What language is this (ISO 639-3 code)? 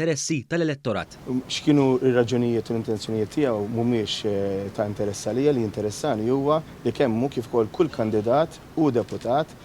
mlt